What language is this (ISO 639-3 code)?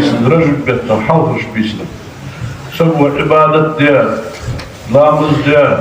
inh